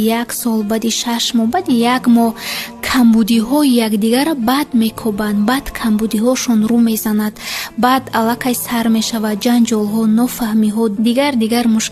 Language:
Tajik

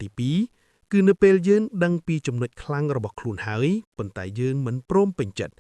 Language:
Khmer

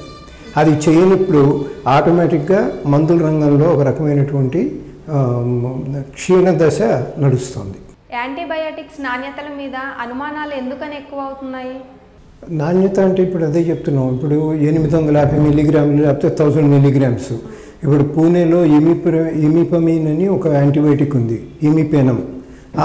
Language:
Telugu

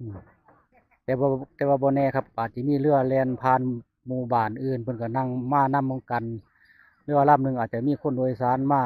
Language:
Northeastern Thai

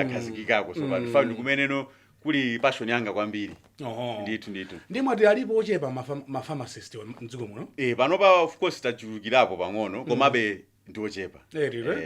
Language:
Nyanja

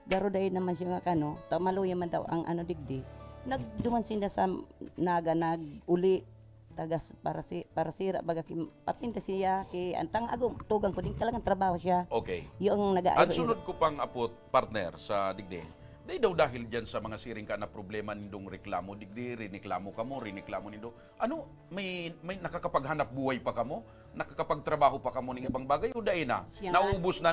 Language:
Bikol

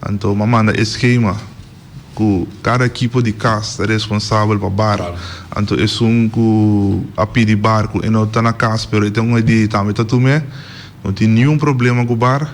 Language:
Papiamento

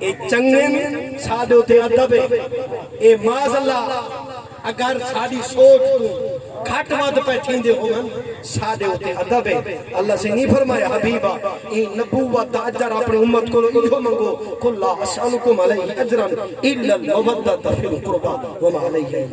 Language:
Saraiki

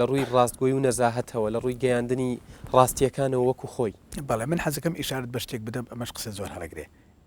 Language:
Central Kurdish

